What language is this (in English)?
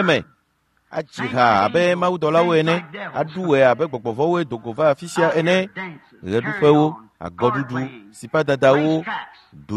Ewe